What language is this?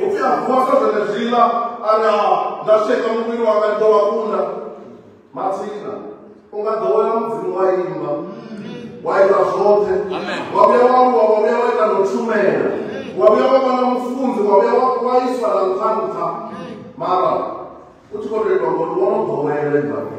Venda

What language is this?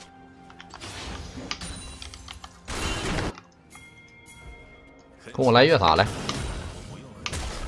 Chinese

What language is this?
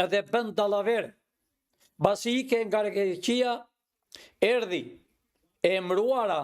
Albanian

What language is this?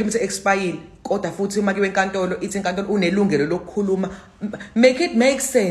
Zulu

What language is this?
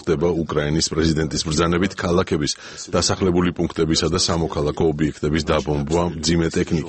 Georgian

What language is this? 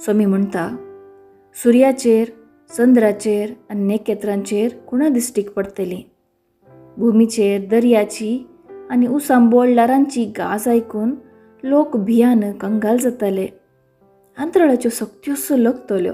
Konkani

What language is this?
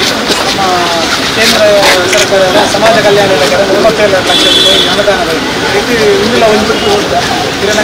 Kannada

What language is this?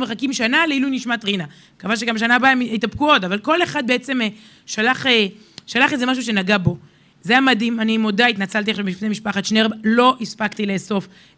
Hebrew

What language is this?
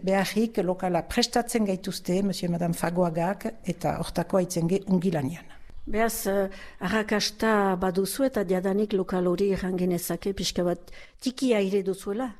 Basque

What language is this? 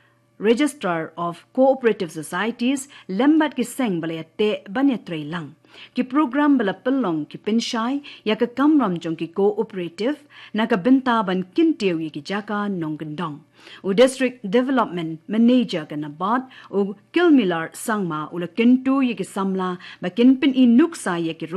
Khasi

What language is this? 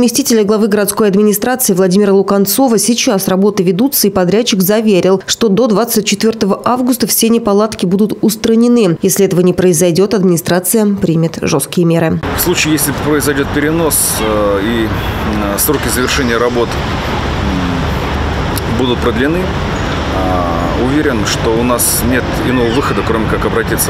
Russian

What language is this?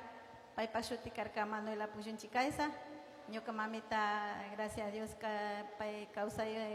Chimborazo Highland Quichua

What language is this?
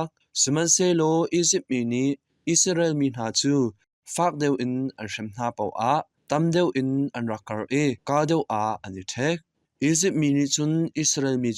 Hakha Chin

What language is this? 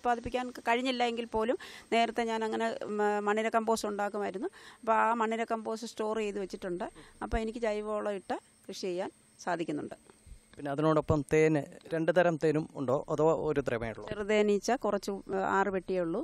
Malayalam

